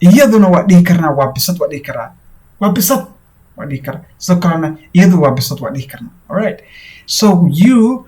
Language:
Somali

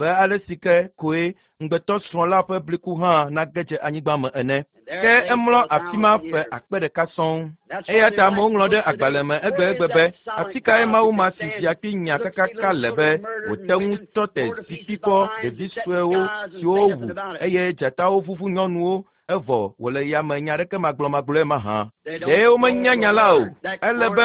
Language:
Ewe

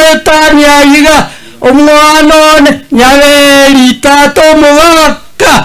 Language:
Gusii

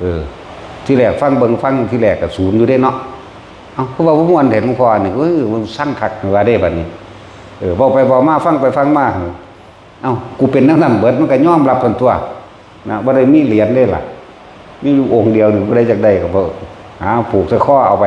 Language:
Northeastern Thai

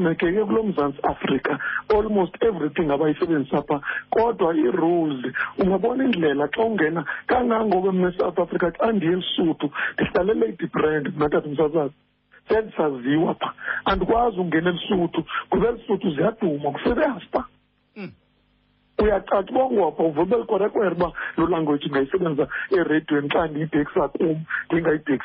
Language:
Xhosa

